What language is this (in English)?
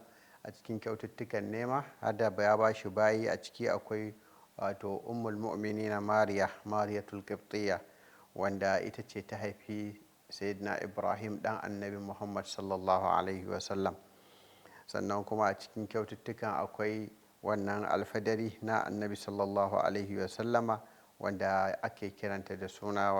Hausa